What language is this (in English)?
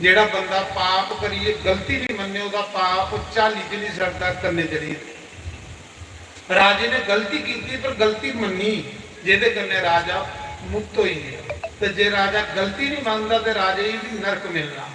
Dogri